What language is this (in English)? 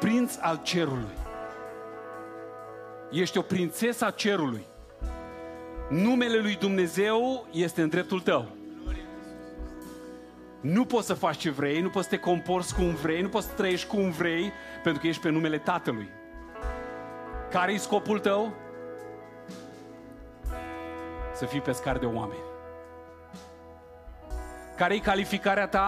Romanian